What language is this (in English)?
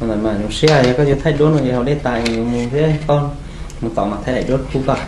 Hmong